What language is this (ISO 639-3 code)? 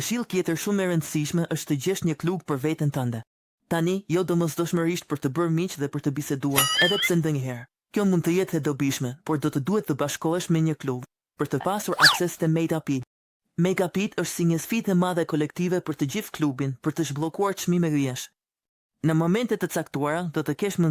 sqi